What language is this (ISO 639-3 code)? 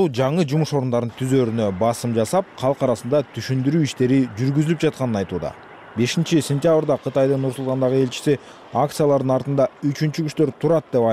kir